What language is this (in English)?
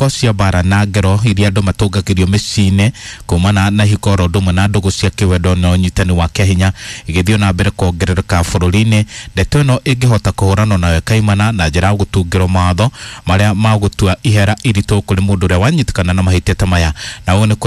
Kikuyu